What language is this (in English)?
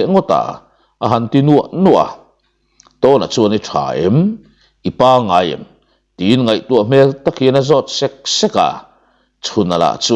Mizo